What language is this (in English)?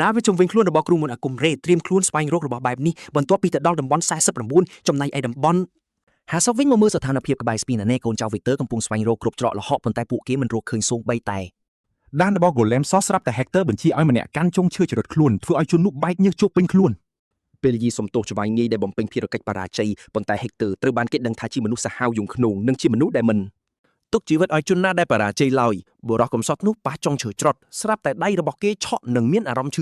Khmer